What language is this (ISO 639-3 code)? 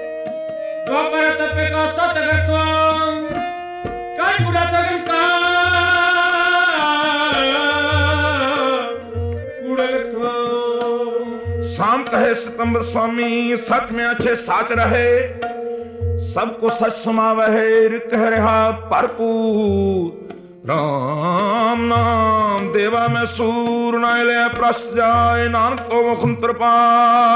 pan